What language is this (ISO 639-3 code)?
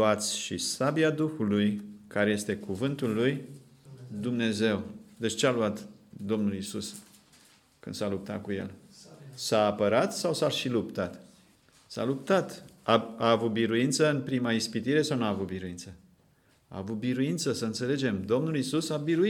ron